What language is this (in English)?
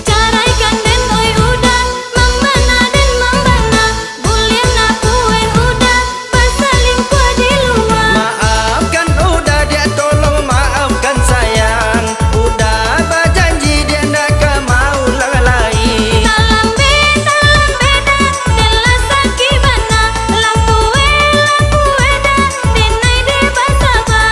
Minangkabau